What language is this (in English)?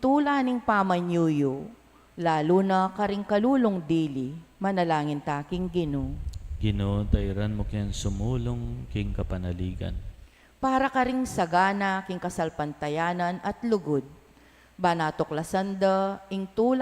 Pampanga